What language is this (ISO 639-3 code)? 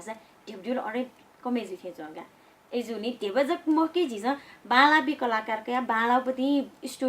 new